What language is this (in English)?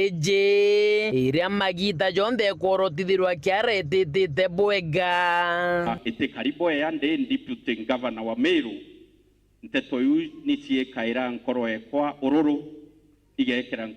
Meru